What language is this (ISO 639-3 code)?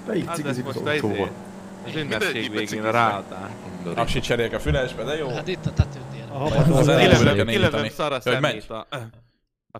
hun